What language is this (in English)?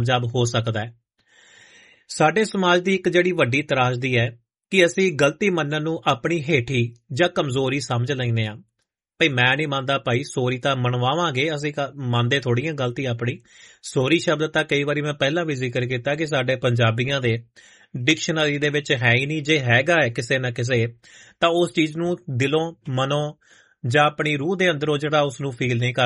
Punjabi